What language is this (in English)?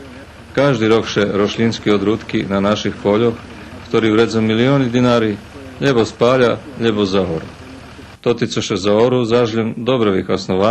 Rusyn